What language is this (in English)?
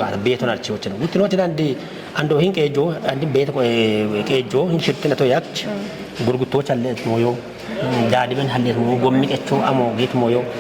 Kafa